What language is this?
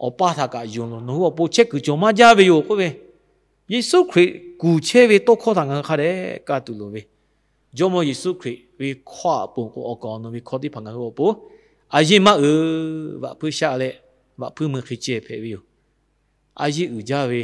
Lahu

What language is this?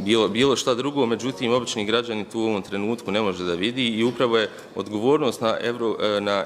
Bosnian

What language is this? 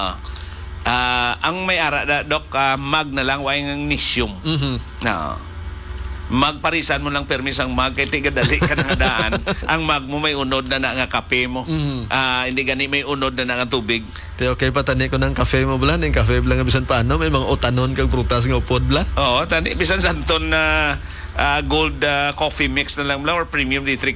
Hiligaynon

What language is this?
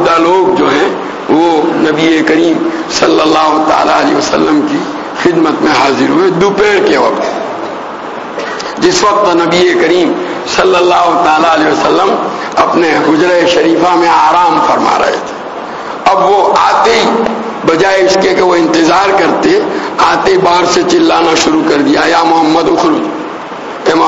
Urdu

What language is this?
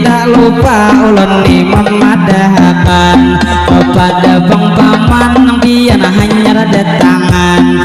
Banjar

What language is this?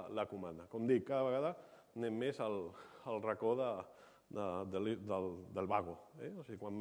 Catalan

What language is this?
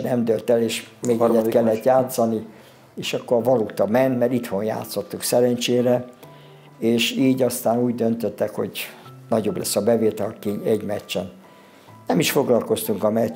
Hungarian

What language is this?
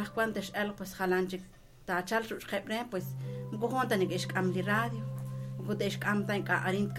Kekchí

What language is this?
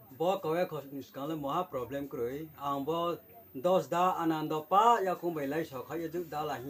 Riang (India)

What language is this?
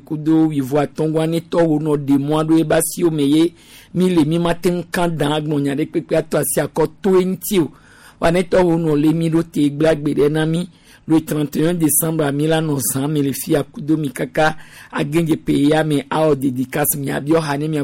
Gen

